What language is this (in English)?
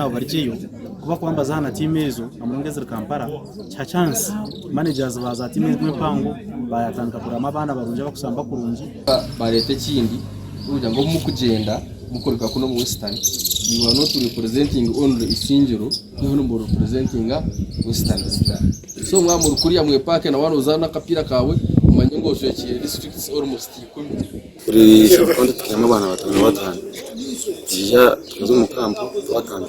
Nyankole